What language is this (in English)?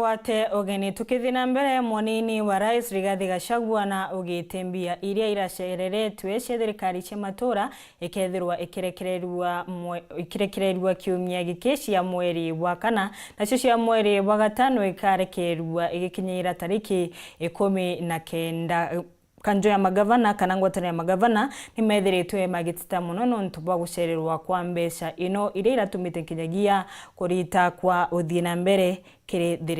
Meru